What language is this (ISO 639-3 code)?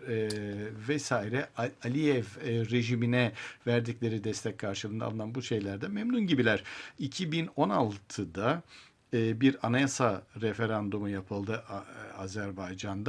tur